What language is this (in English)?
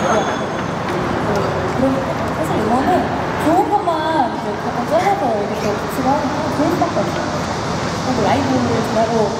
Korean